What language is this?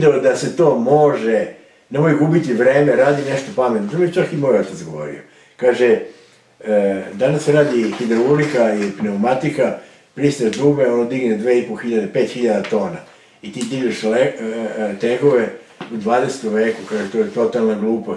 Serbian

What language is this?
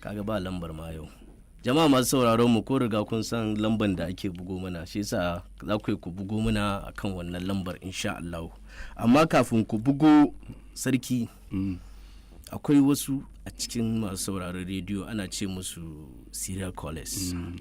Hausa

